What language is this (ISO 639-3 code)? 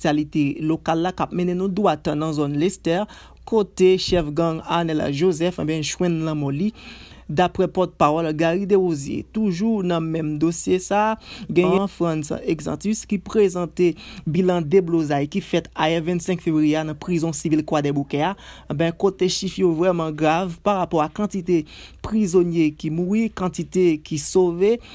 hat